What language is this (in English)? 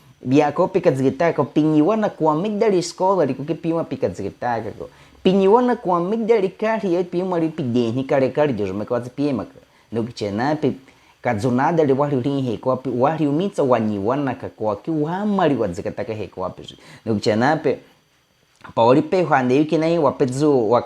Baniwa